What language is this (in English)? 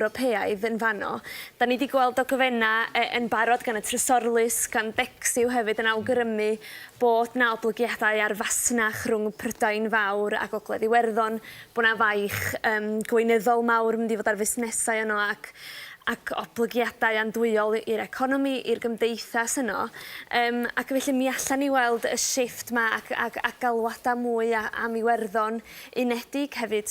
Welsh